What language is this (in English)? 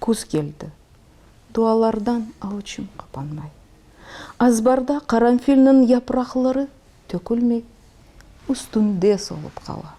Crimean Tatar